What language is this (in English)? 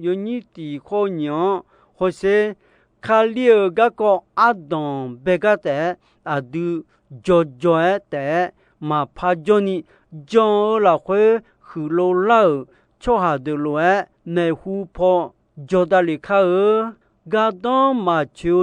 Akha